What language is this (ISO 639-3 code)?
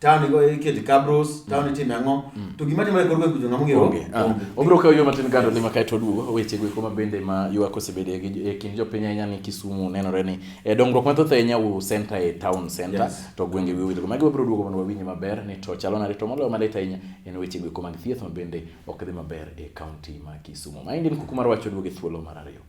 luo